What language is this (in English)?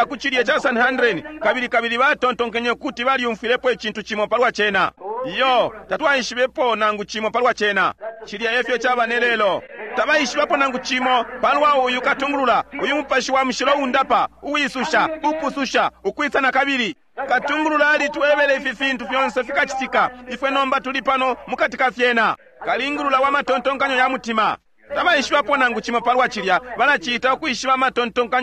Bemba